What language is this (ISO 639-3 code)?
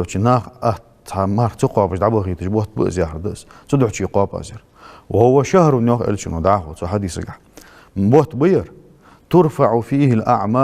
inh